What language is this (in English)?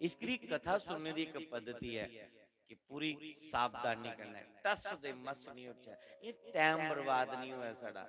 Dogri